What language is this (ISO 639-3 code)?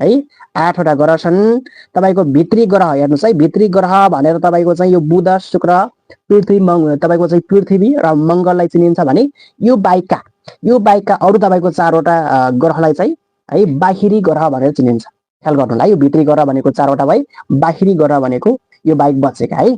nep